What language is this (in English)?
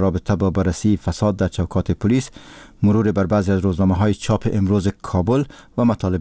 Persian